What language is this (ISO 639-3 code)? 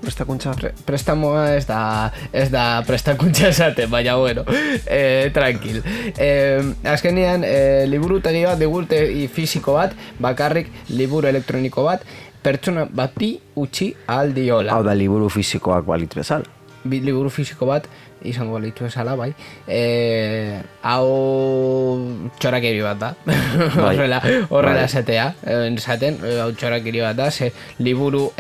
eus